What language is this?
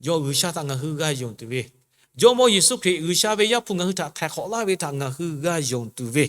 Lahu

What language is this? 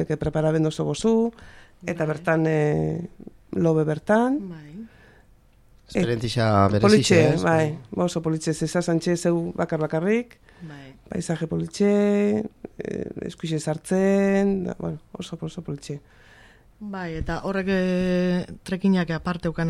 Basque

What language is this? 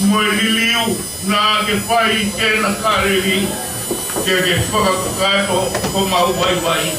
Tongan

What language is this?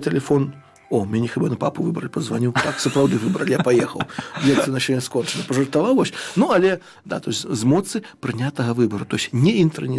Belarusian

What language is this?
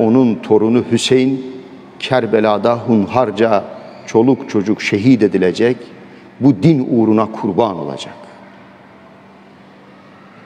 Turkish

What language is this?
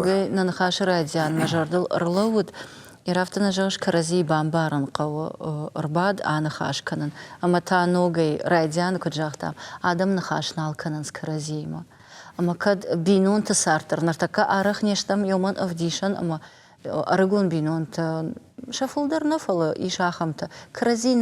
Ossetic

